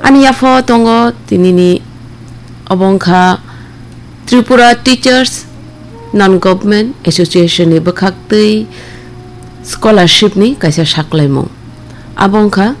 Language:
Kok Borok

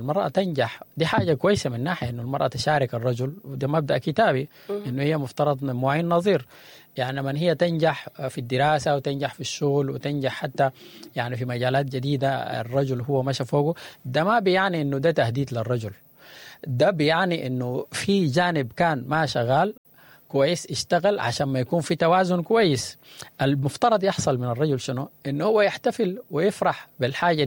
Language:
Sudanese Arabic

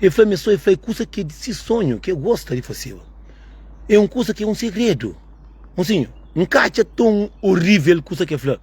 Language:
Kabuverdianu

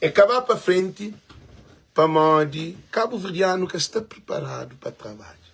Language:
Kabuverdianu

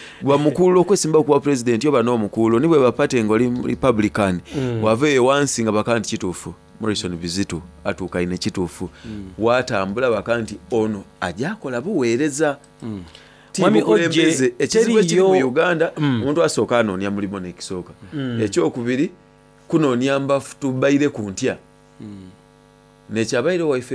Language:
Soga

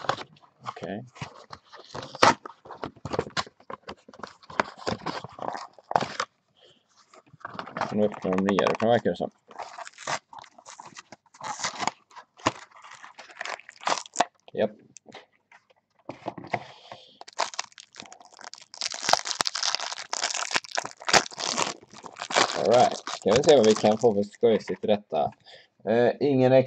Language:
Swedish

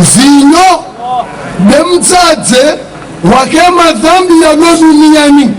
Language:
Ngazidja Comorian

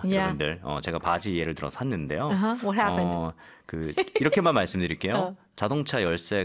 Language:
Korean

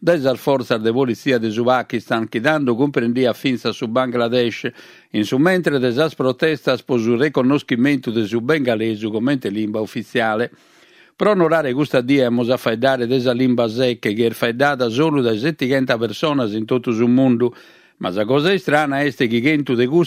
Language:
Sardinian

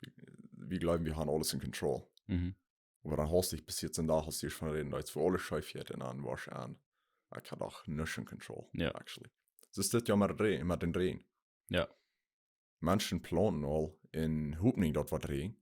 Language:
Plautdietsch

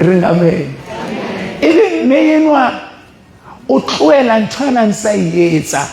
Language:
Southern Sotho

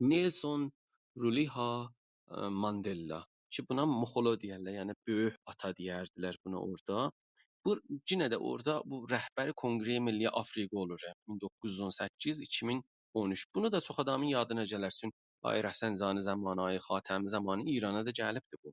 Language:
South Azerbaijani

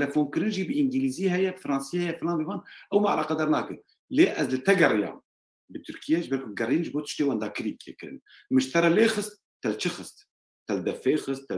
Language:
Kurdish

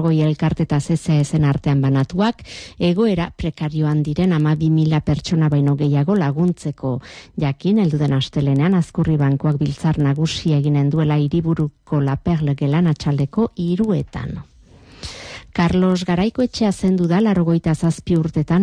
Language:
Basque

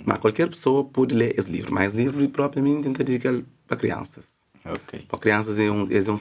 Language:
Kabuverdianu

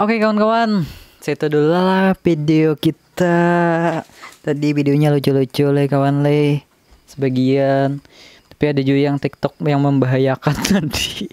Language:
Banjar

